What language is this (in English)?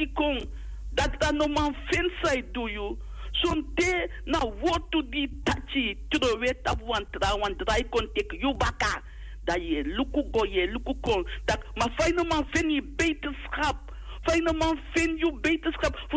Sranan Tongo